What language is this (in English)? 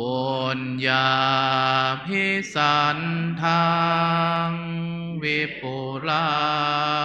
Pali